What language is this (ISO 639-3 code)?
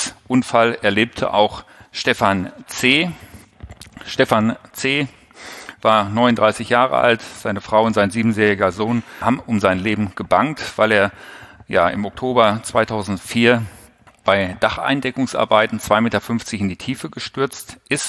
deu